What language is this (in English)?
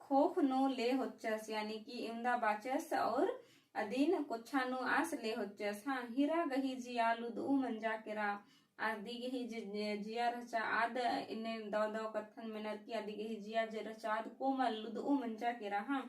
Kurukh